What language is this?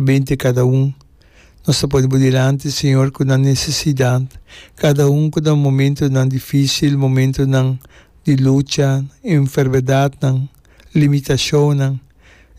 Papiamento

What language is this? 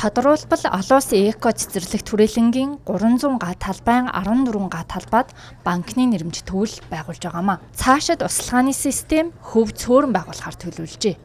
Mongolian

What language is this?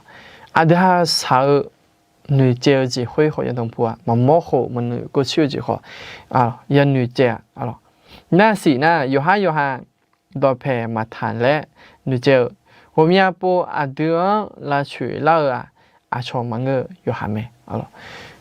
Akha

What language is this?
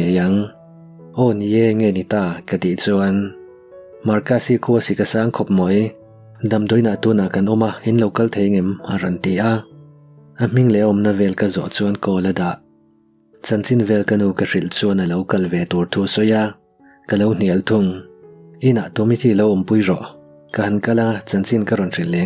Mizo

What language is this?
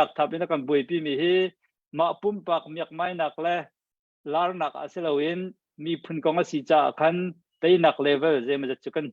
Hakha Chin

